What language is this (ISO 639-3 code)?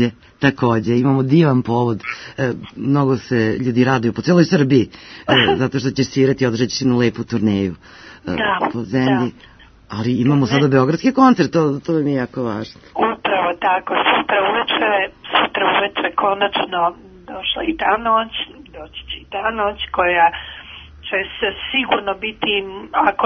srp